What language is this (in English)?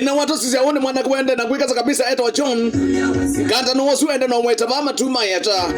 Kamba